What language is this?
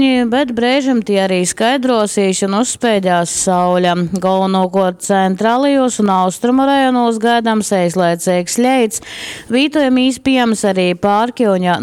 Latgalian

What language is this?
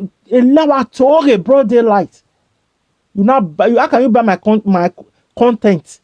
Nigerian Pidgin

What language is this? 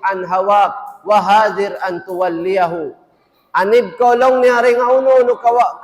Tausug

